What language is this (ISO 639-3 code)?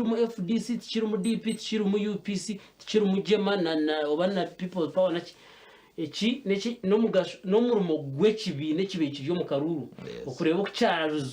nyn